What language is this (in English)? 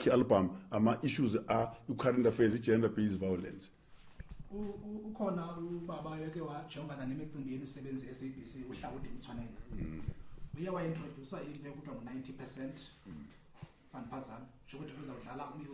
Zulu